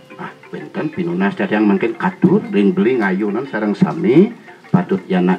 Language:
Balinese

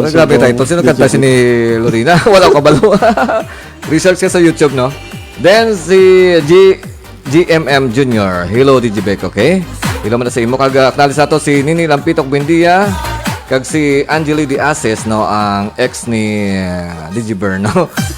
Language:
Hiligaynon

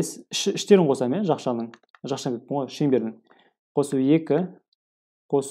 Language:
Kazakh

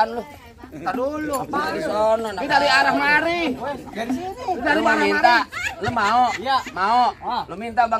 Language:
Betawi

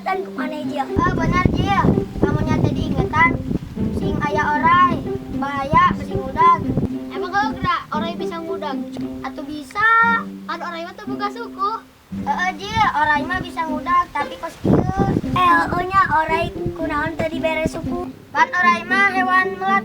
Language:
Sundanese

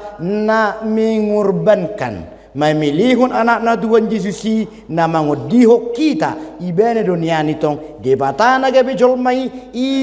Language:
Batak Toba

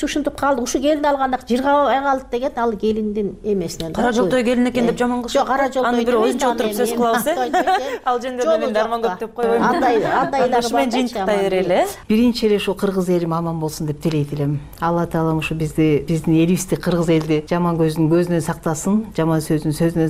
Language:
Kyrgyz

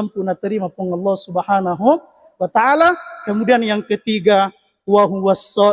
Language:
Buginese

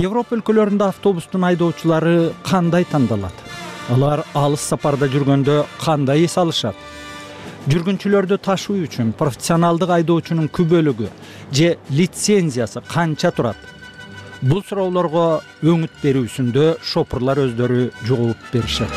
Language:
Kyrgyz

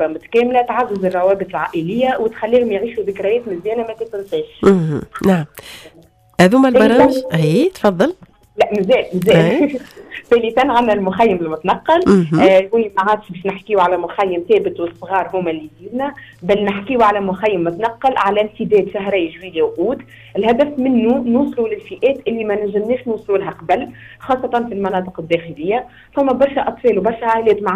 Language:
Tunisian Arabic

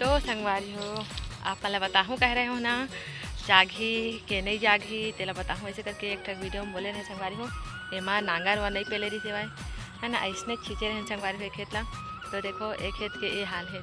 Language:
Chhattisgarhi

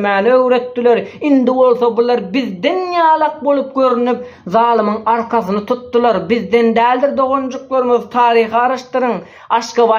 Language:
Turkmen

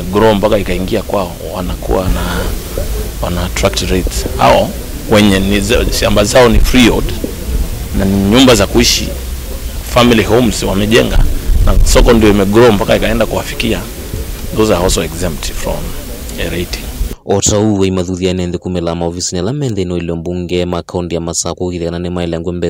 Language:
Kamba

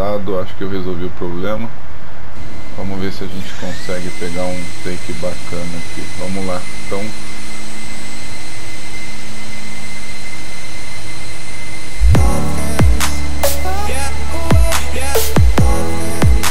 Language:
Portuguese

